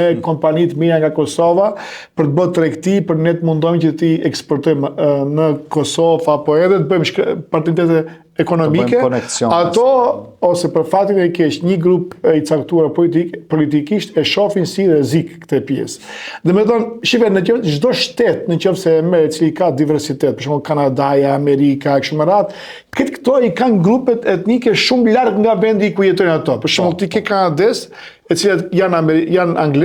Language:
Albanian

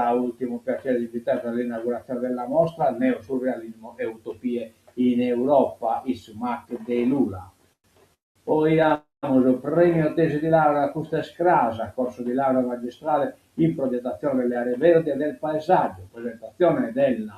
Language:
Sardinian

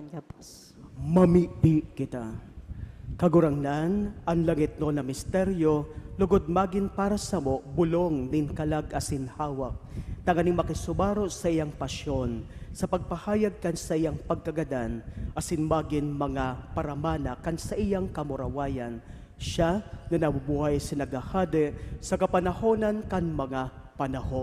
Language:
Bikol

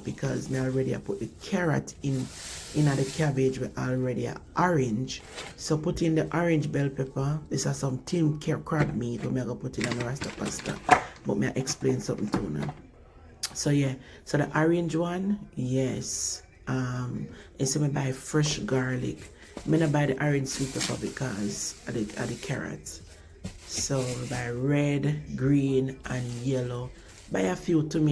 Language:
Jamaican Creole English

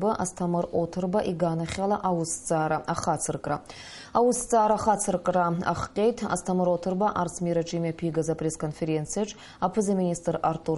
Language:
Abkhazian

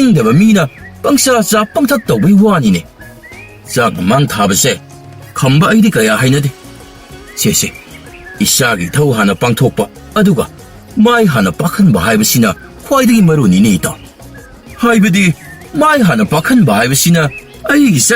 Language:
Manipuri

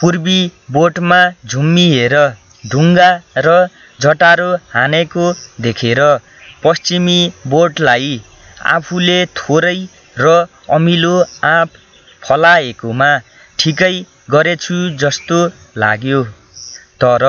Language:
Nepali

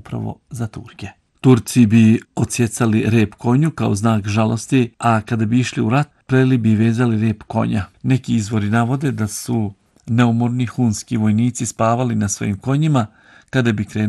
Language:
Bosnian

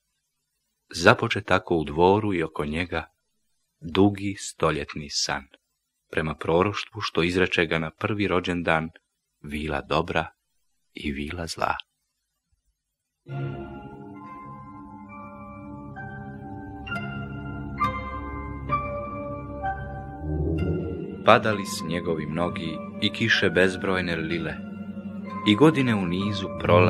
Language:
Croatian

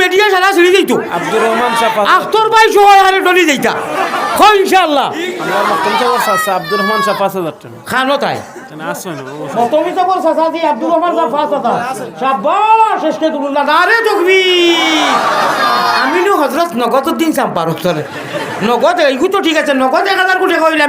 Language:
Sylheti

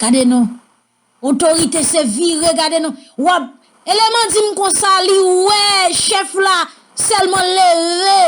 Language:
Haitian Creole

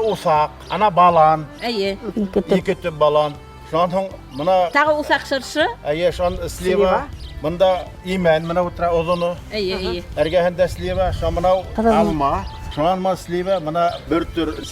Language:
Bashkir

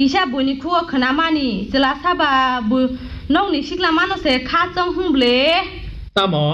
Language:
Kok Borok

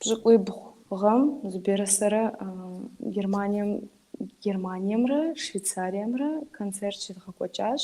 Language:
Kabardian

